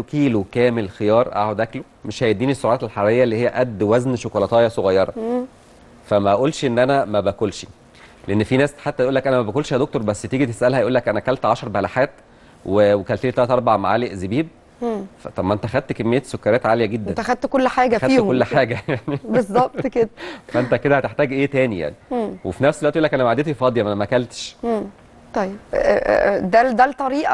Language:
Egyptian Arabic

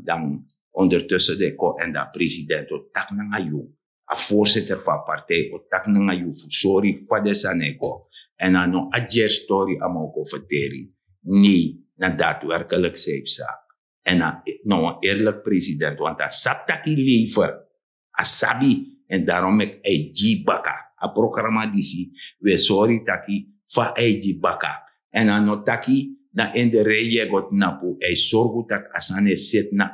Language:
Sranan Tongo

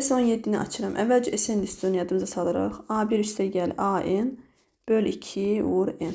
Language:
Azerbaijani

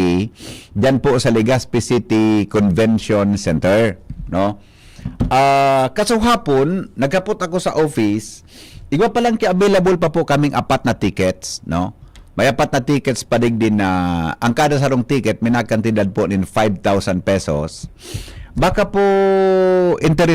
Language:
Bikol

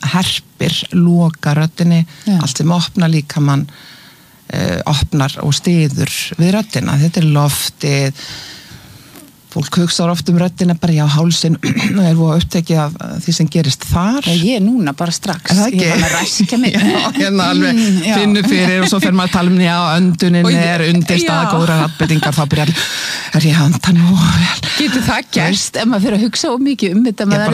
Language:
Icelandic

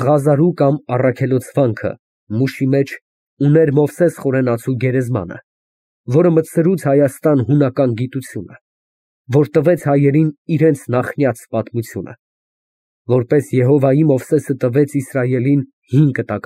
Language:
Armenian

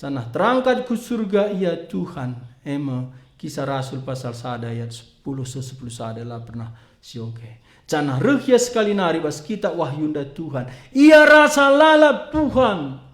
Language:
Batak Karo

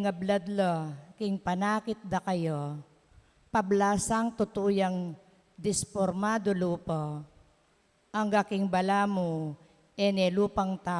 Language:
Pampanga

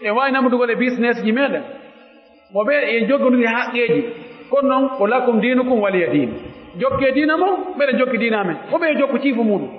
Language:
Pular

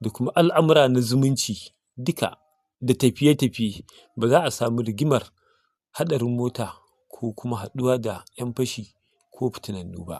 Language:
Hausa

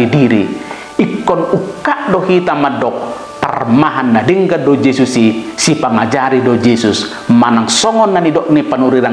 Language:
Batak Toba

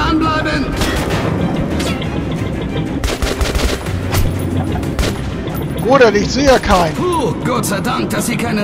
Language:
German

